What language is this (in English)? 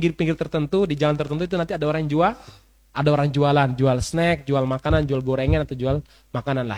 Indonesian